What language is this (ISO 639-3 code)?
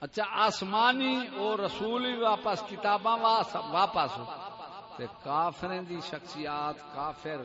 skr